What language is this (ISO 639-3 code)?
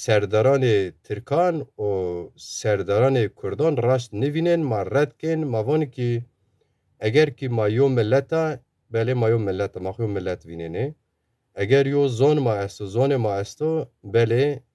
zza